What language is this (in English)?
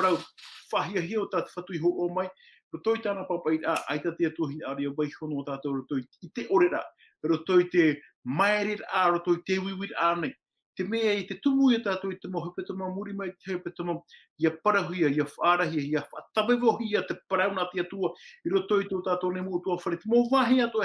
Tahitian